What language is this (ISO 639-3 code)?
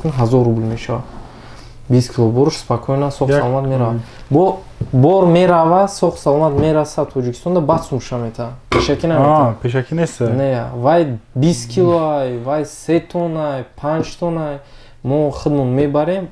tgk